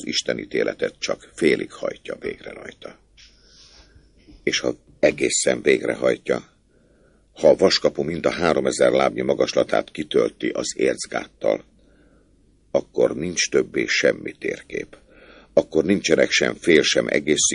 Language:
Hungarian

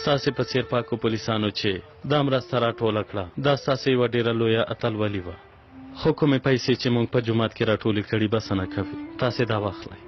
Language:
Pashto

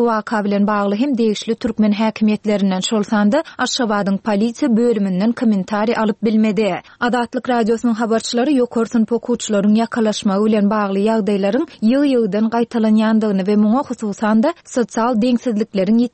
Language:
Turkmen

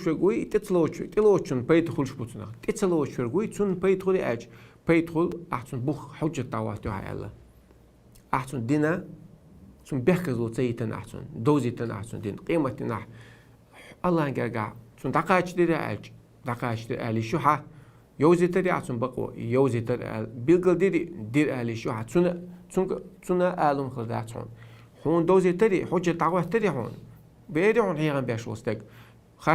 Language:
Chechen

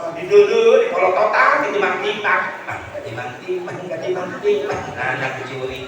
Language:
Sundanese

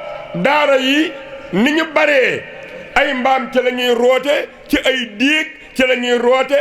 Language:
Wolof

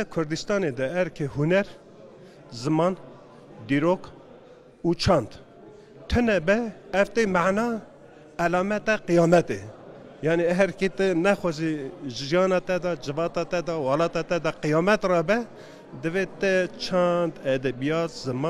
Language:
Kurdish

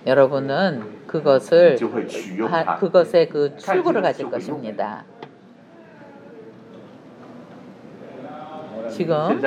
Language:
Korean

